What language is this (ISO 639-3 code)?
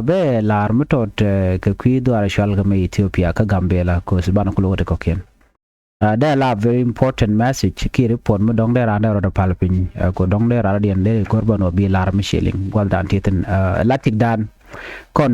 nus